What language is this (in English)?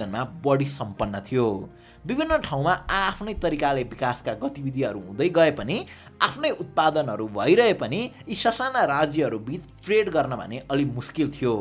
Nepali